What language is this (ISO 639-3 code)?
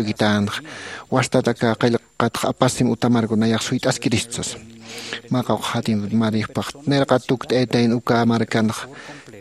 aym